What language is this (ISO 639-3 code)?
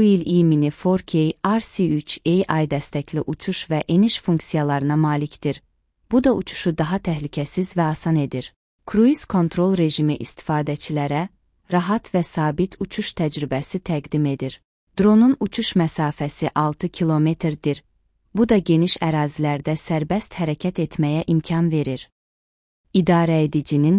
aze